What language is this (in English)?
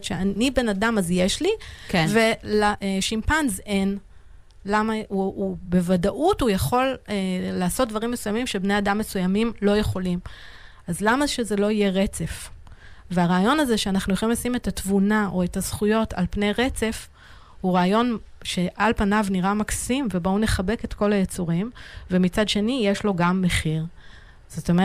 Hebrew